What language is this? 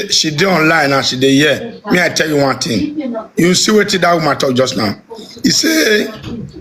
Nigerian Pidgin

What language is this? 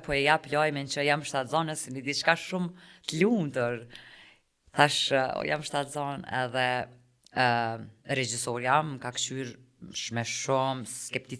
Albanian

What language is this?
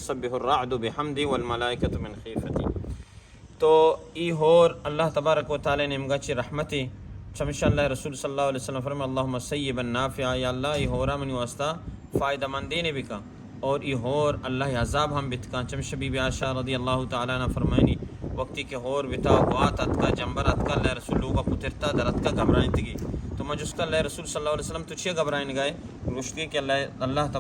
Baluchi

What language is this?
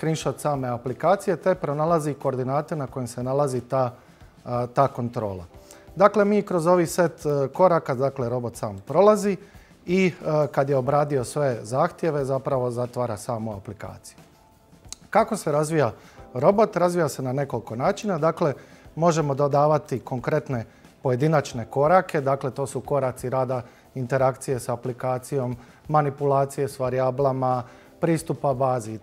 Croatian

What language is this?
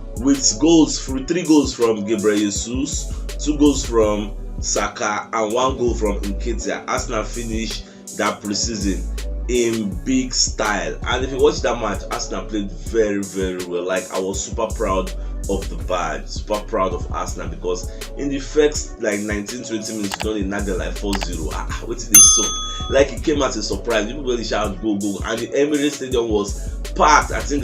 Nigerian Pidgin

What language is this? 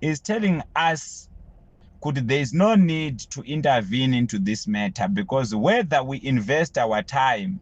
Shona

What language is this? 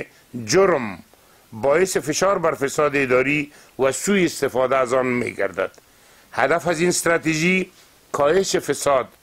Persian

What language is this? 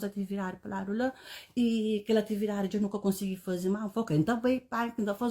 Kabuverdianu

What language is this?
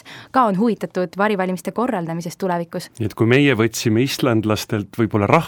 Estonian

